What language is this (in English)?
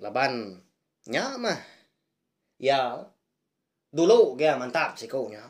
Iban